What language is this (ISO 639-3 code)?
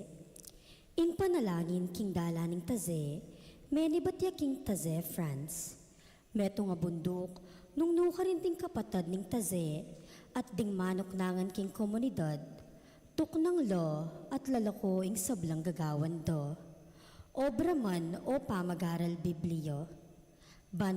pam